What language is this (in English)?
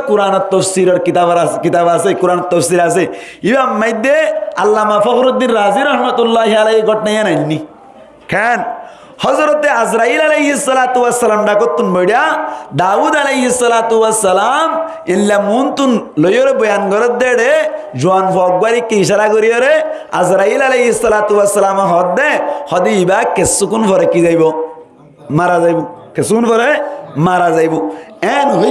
Rohingya